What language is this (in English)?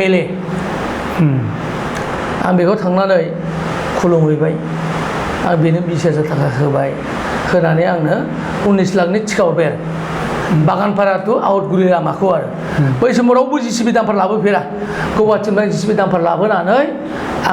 Bodo